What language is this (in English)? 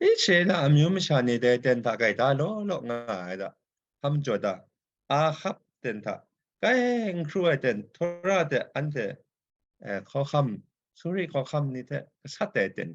Kachin